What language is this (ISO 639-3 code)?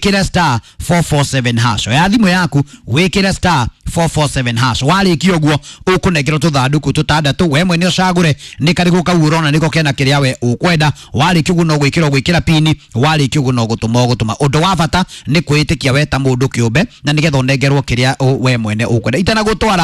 kik